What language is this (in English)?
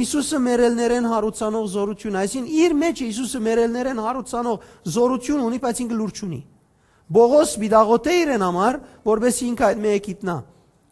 Western Armenian